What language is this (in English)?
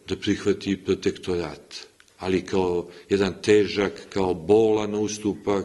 Serbian